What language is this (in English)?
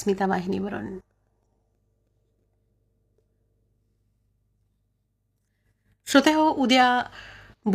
Marathi